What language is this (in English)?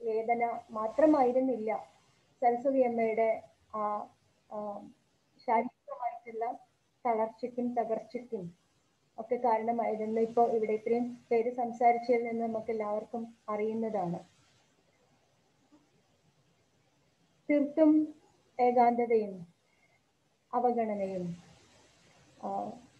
Malayalam